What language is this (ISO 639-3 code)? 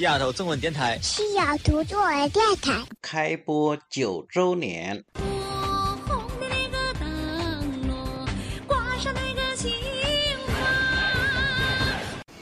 zho